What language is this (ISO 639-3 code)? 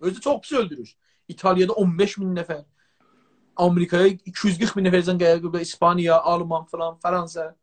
azb